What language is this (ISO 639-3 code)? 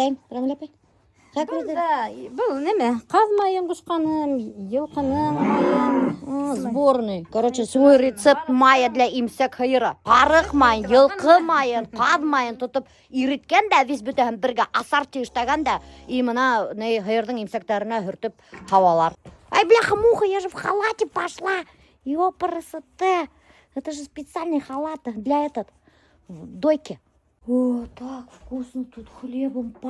bak